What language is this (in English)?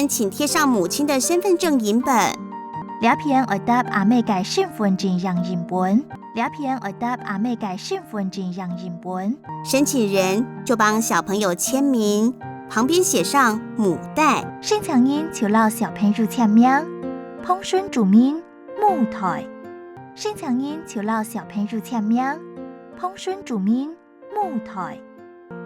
Hakka Chinese